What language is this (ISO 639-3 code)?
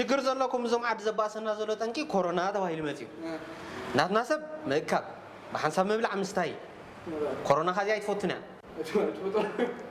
tir